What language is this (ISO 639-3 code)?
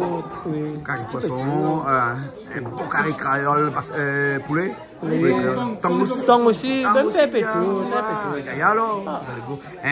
rcf